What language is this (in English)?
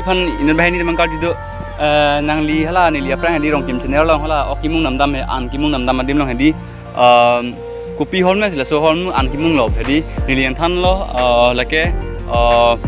Karbi